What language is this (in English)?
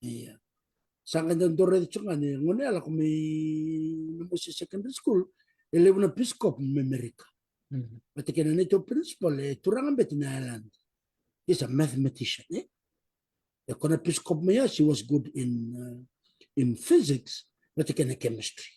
Fijian